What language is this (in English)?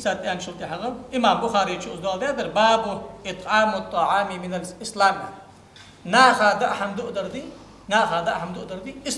Ingush